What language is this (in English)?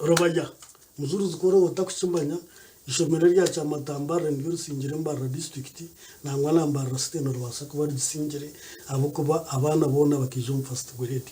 Nyankole